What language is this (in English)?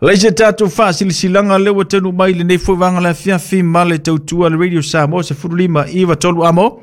Samoan